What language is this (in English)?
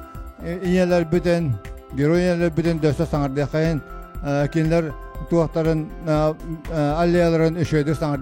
Yakut